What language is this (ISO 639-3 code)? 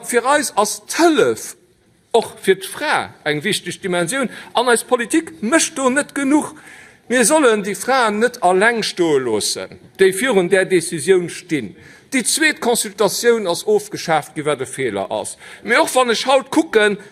ltz